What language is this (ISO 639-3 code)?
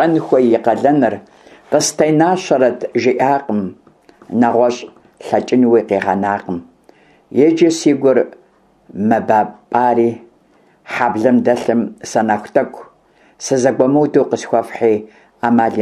kbd